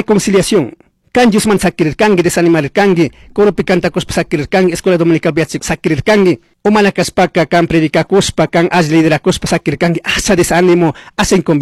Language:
Chimborazo Highland Quichua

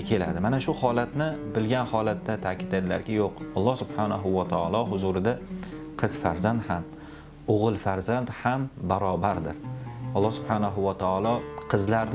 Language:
Uzbek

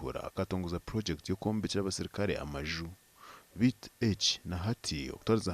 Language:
Nyankole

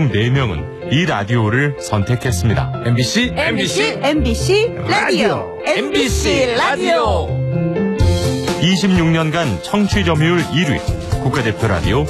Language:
Korean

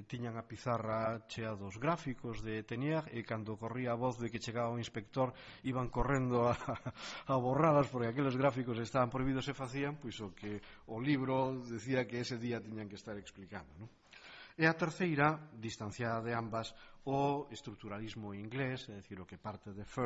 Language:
Galician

